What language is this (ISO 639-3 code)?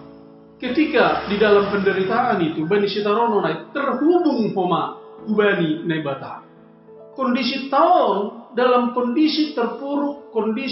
bts